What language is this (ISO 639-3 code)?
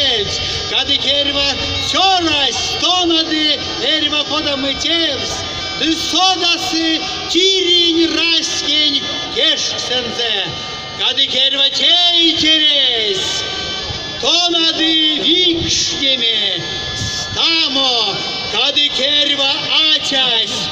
myv